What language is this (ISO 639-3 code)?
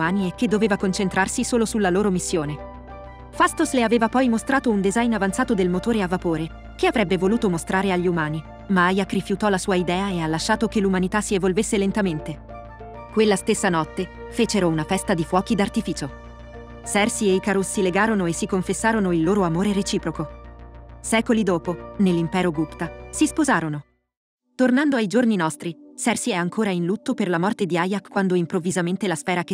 ita